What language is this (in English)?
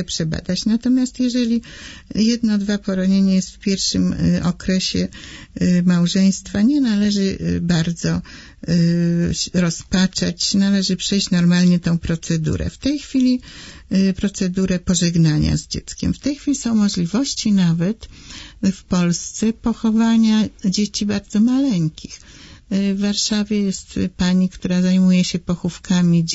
Polish